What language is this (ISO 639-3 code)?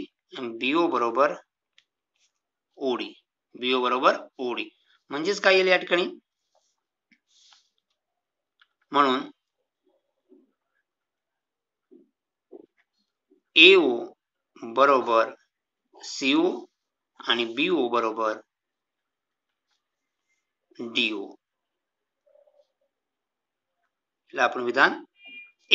mar